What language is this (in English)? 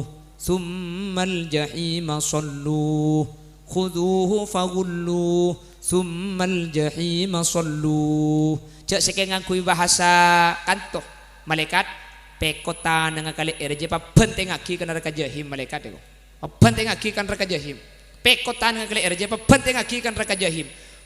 Madurese